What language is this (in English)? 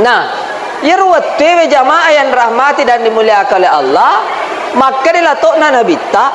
Buginese